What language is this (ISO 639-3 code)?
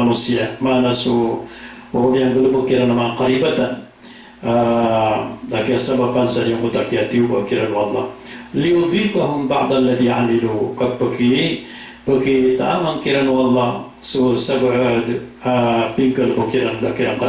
mrw